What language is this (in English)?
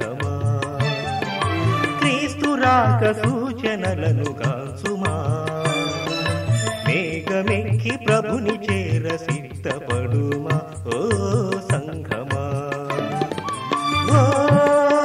Telugu